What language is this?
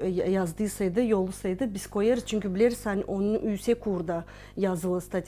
Gagauz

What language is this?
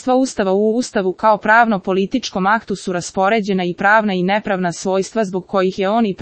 Serbian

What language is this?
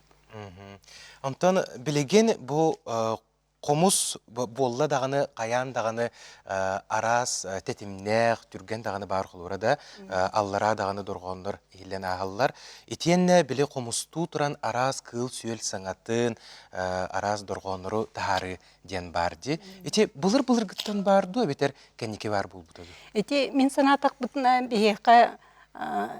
Yakut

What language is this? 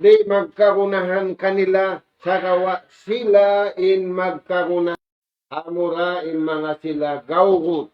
Tausug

